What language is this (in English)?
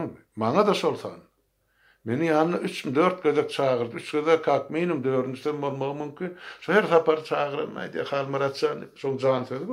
Turkmen